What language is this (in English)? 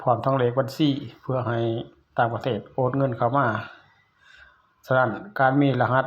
Lao